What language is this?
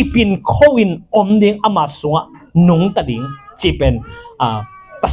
Tedim Chin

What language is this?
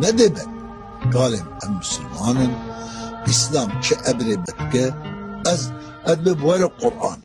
Kurdish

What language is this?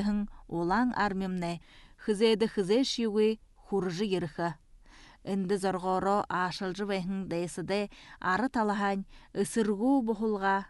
Buriat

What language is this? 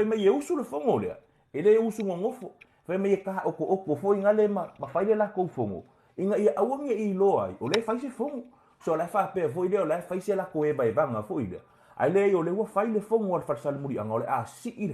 Samoan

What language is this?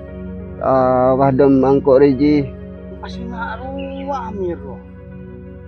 Madurese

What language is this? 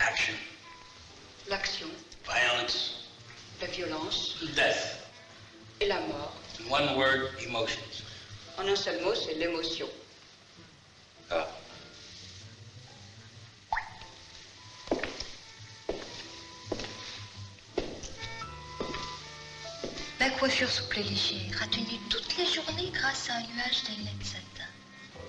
French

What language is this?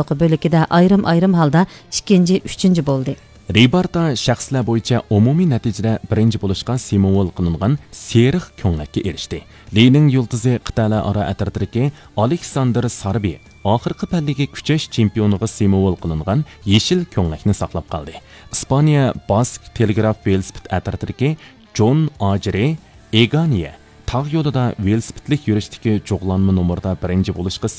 Uyghur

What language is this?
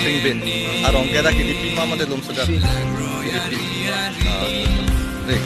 Karbi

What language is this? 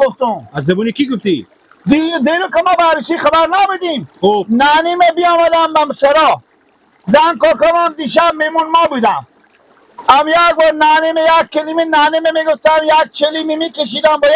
Persian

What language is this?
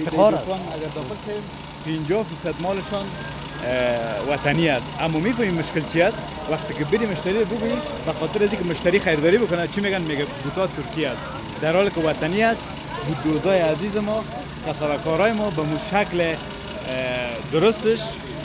Persian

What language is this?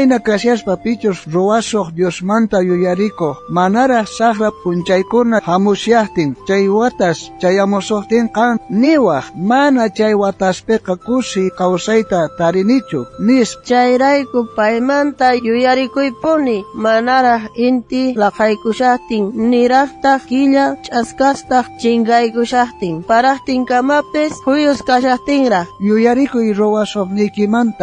South Bolivian Quechua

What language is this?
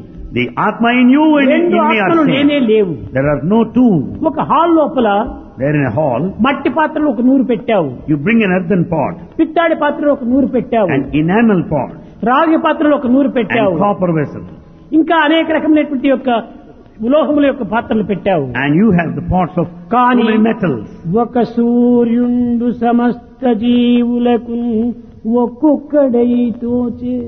Telugu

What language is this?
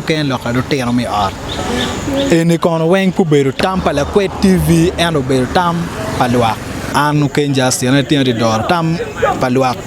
Acoli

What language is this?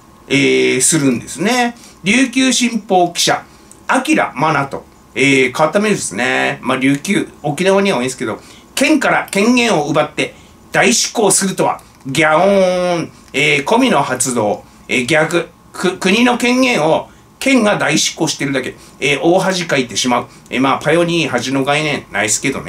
Japanese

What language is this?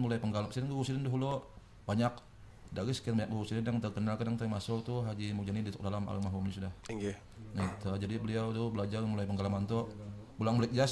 Banjar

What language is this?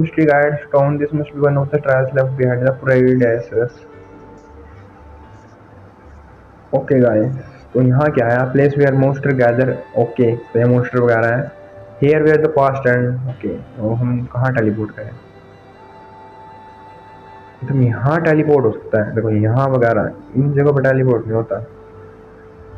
Hindi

